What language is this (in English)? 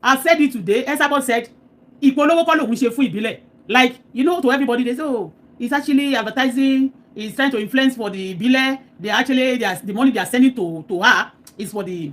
Yoruba